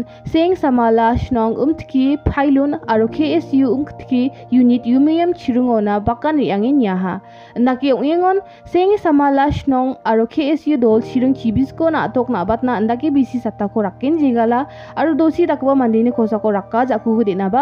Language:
Garo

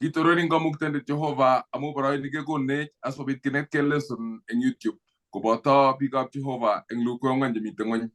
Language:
Kalenjin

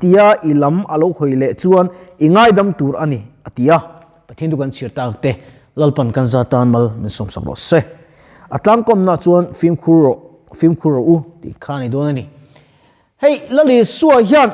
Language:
Mizo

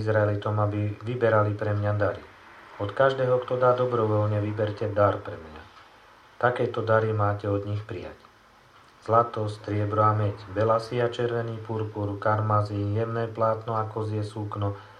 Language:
Slovak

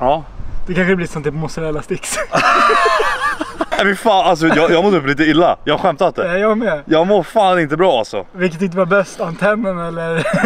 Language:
Swedish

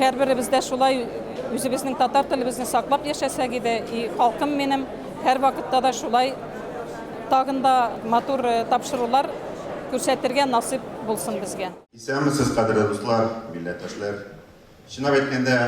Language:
Tatar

